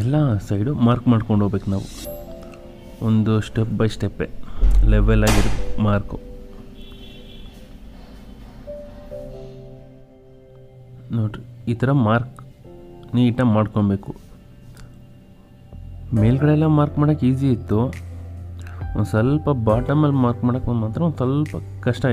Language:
Kannada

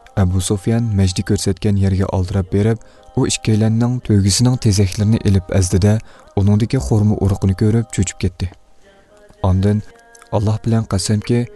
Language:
Uyghur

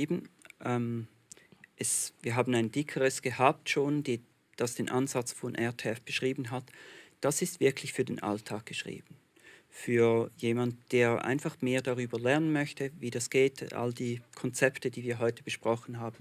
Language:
Swiss German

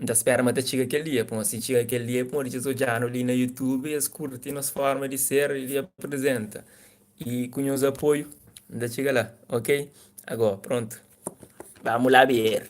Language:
Kabuverdianu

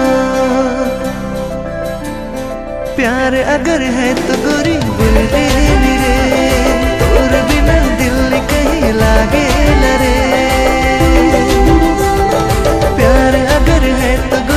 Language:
Sadri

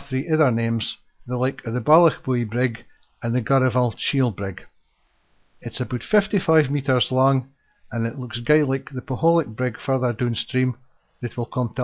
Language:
Scots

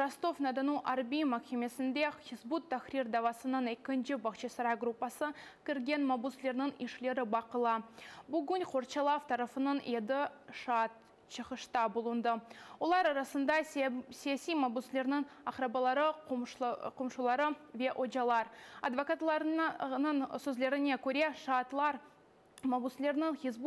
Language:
Crimean Tatar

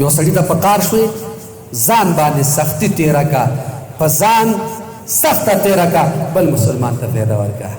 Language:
Pashto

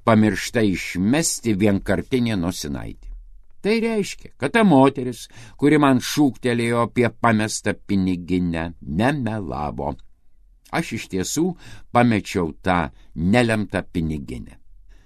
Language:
Lithuanian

